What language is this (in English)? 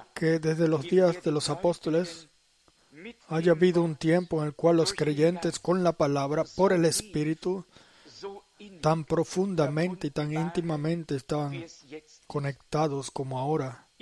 Spanish